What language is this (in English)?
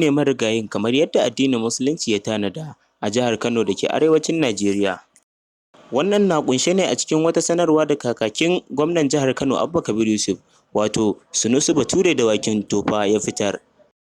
Hausa